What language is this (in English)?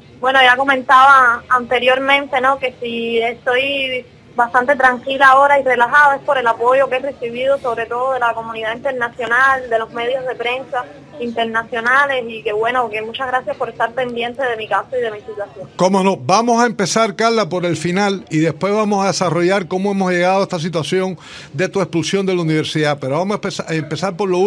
Spanish